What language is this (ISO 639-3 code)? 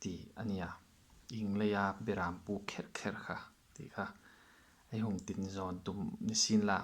hmr